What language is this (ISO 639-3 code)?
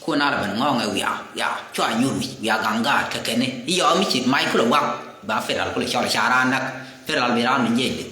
nus